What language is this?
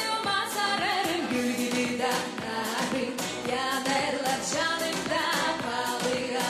Gagauz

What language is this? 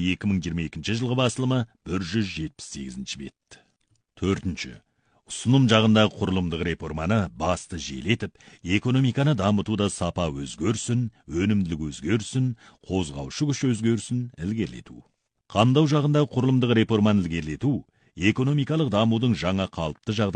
Kazakh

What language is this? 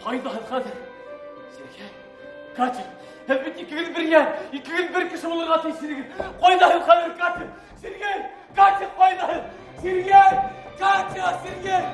Bashkir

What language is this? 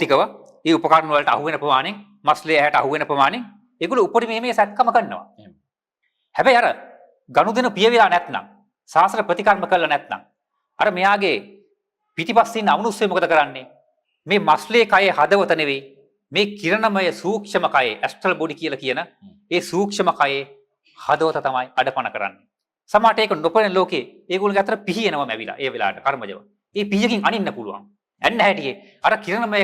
Sinhala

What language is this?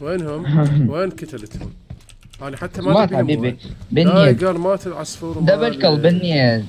Mesopotamian Arabic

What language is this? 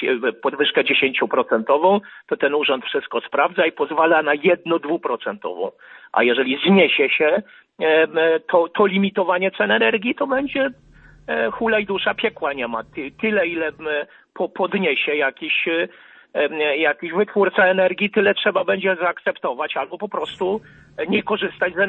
Polish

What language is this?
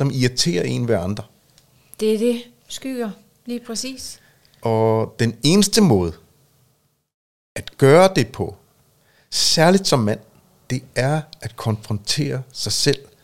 Danish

